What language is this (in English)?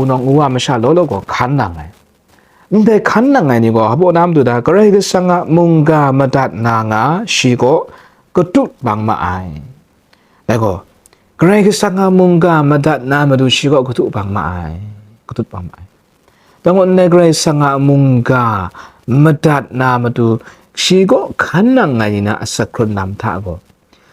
Kachin